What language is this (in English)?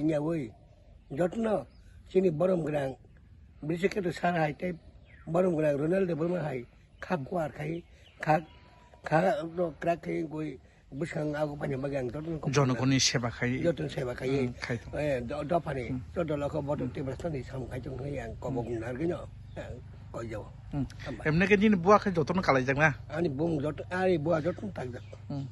Kok Borok